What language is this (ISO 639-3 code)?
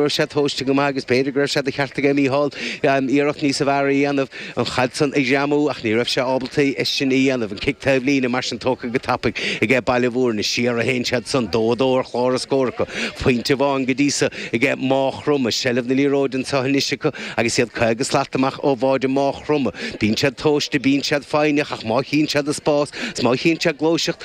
gle